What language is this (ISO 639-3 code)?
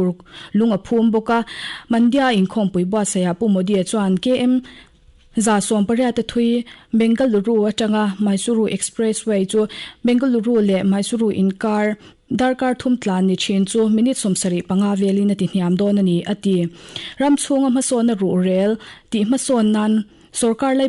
lus